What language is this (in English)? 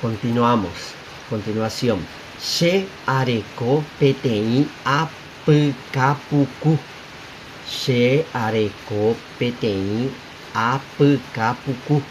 Guarani